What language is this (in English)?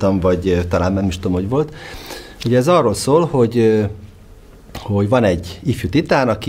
Hungarian